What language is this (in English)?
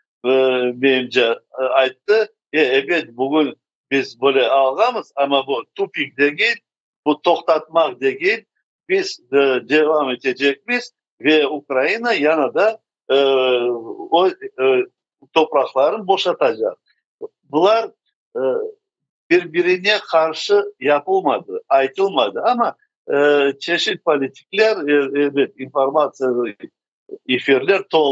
Crimean Tatar